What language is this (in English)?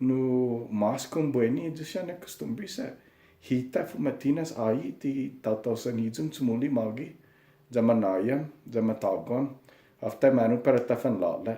Chamorro